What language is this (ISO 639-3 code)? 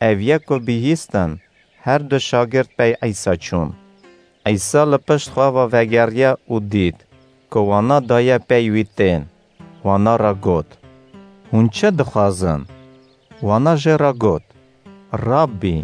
kur